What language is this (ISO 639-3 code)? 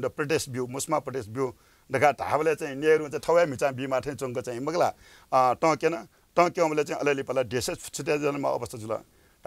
new